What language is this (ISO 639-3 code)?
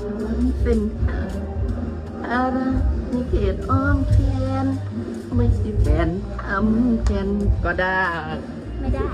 tts